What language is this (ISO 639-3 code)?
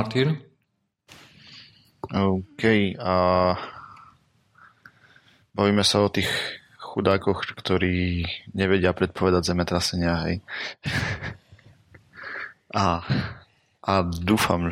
slk